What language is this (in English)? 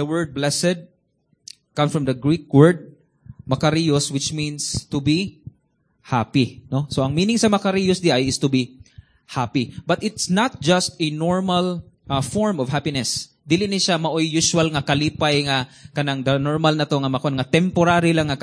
Cebuano